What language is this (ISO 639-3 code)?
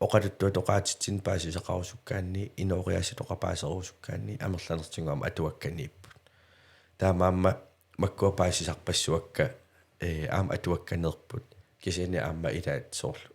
kal